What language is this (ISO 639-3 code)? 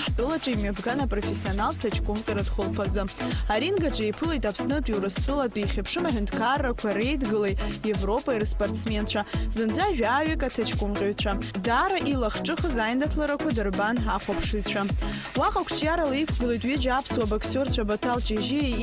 abk